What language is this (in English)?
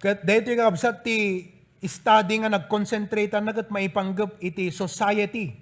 Iloko